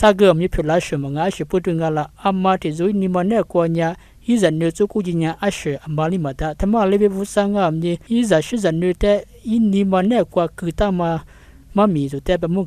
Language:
Lisu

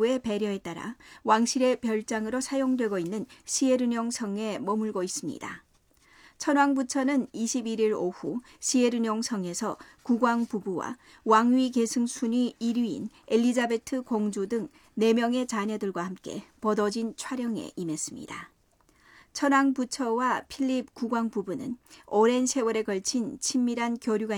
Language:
Korean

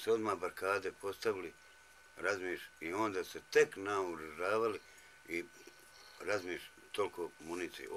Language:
Bosnian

